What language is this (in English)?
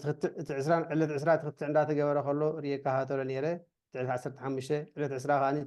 Tigrinya